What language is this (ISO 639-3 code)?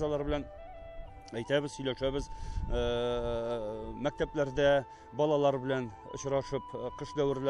tat